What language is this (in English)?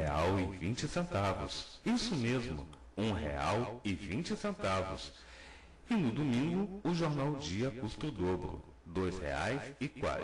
Portuguese